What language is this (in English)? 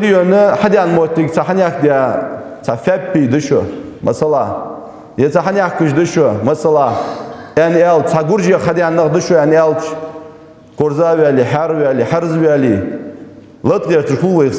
Ingush